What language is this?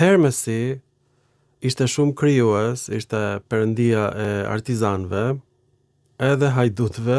Albanian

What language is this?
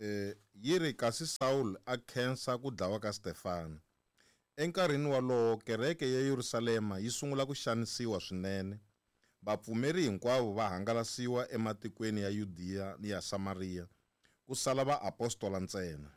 Tsonga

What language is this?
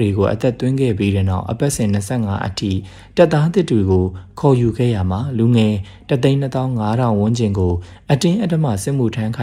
Burmese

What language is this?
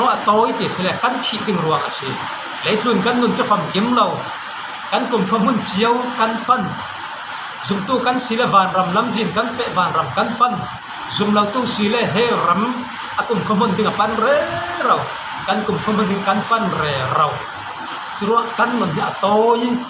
Falam Chin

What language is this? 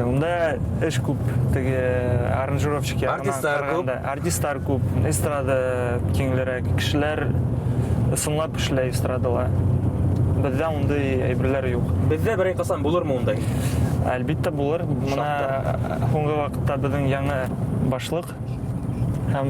Bashkir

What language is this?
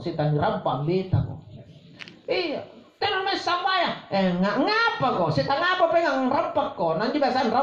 Makasar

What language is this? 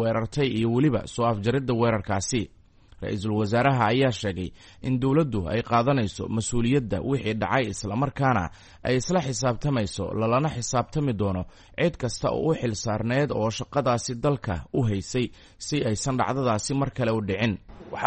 Somali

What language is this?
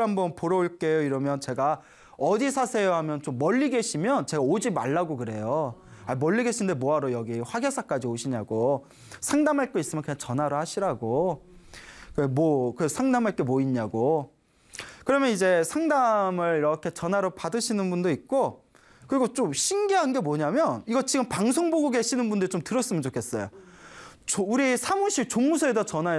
Korean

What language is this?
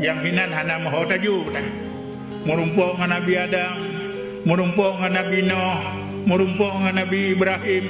Achinese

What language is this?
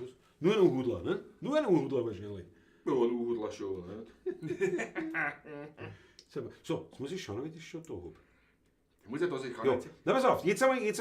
Bavarian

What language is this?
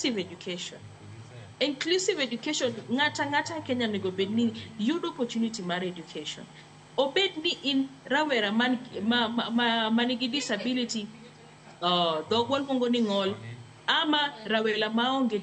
Luo (Kenya and Tanzania)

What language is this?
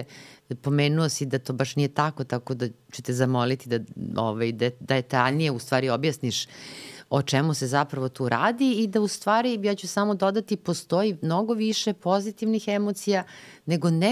Serbian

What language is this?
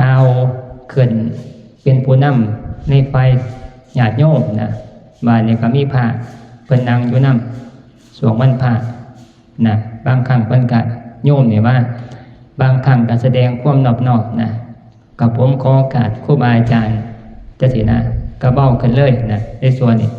Northeastern Thai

